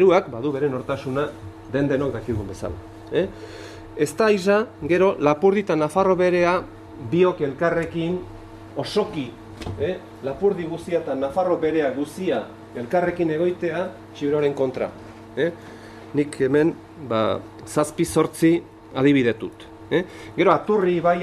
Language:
Basque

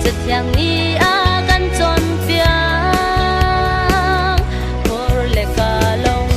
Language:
Hakha Chin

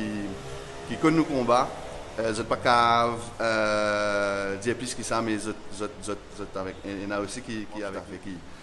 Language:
Morisyen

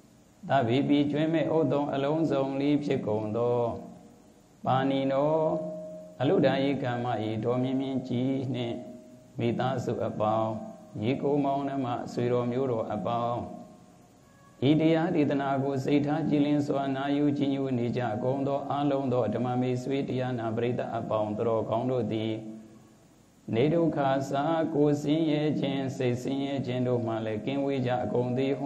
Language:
Burmese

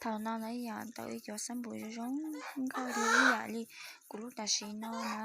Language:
Hmong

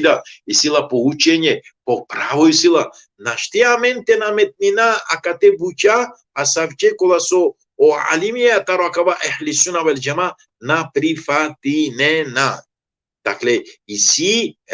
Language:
Balkan Romani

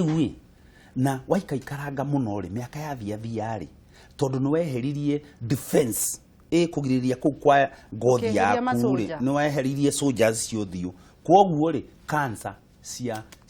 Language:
Kikuyu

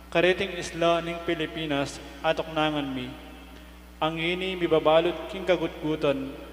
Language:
Pampanga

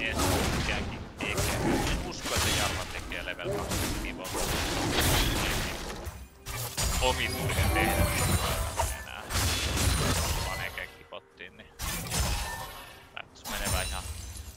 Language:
Finnish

